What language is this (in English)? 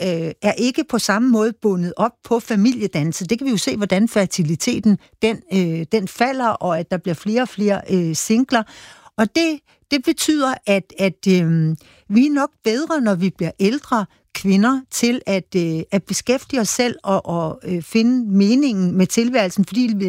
Danish